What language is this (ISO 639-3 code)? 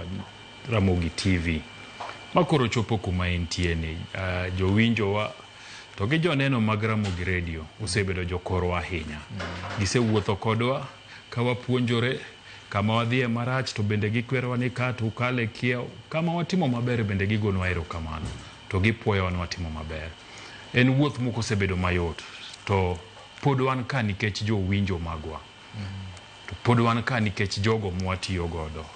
luo